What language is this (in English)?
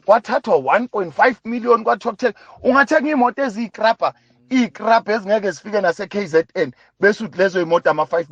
Zulu